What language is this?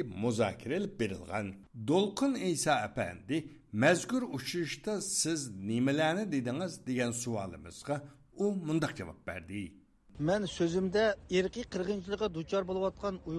Uyghur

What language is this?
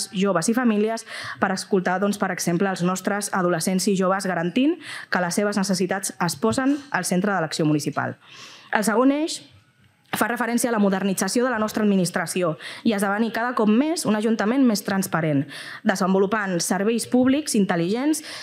Catalan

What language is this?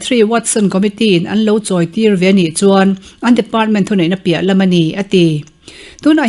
Mizo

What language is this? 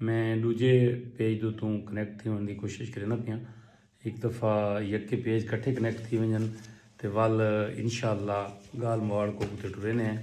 Saraiki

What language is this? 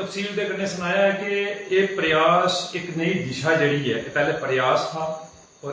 Dogri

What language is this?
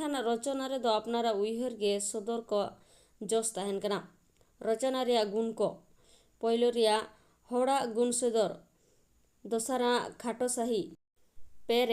Santali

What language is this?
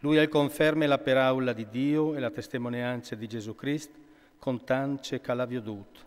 Friulian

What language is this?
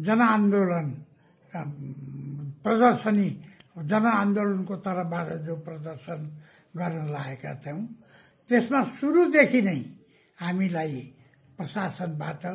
Nepali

